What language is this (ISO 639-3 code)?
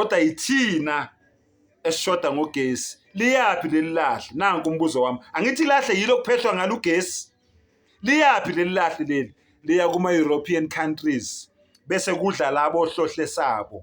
zul